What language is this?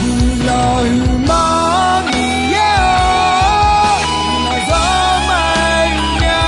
Akha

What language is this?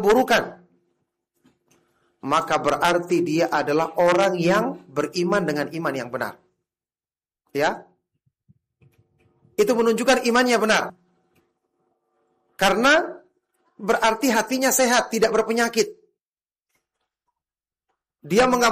Indonesian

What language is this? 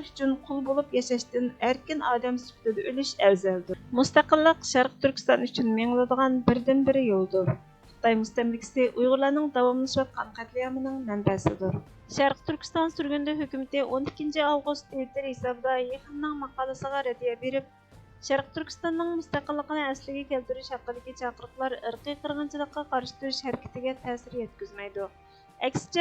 Uyghur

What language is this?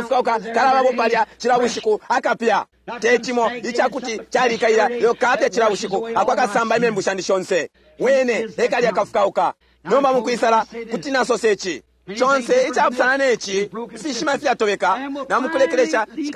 Bemba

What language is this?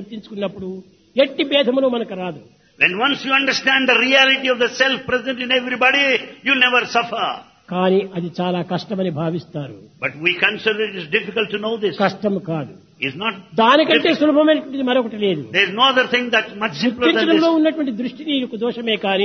Telugu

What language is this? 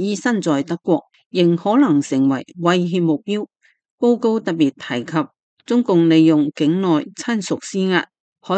Cantonese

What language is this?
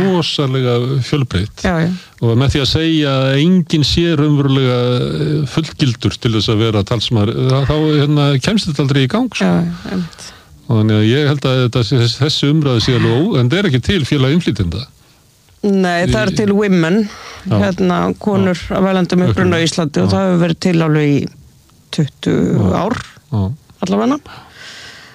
Icelandic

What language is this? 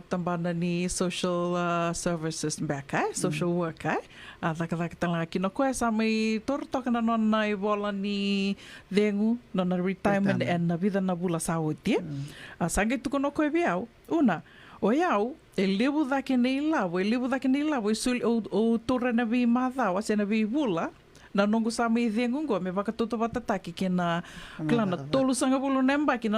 Fijian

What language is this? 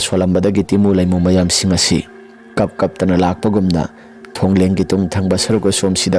Manipuri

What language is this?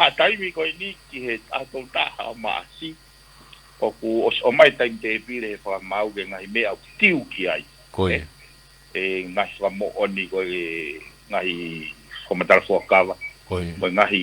Tongan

